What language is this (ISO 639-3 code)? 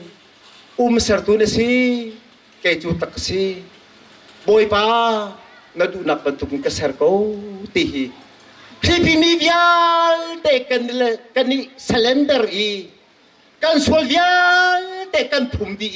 cnh